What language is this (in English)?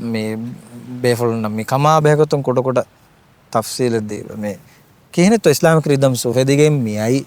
Divehi